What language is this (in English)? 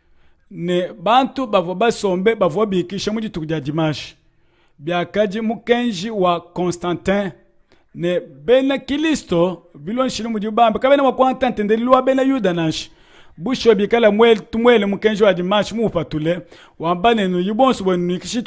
Luba-Lulua